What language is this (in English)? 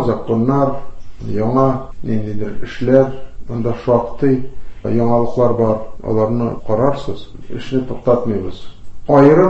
Tatar